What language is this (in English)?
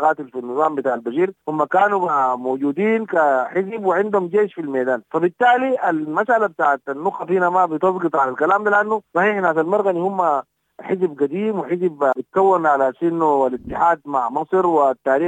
Sudanese Arabic